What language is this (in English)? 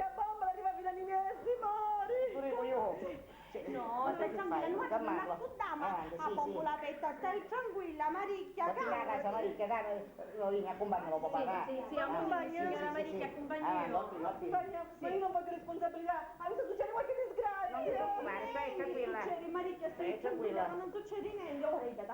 Sicilian